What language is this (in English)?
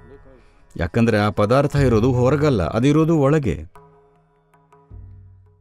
Kannada